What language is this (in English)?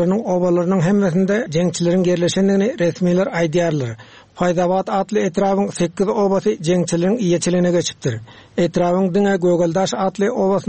Turkmen